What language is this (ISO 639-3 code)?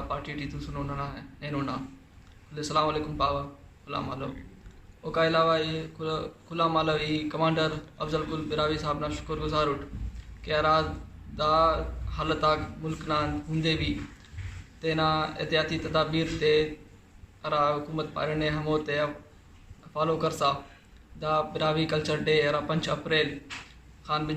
brh